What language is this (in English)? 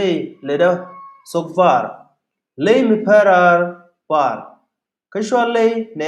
Nuer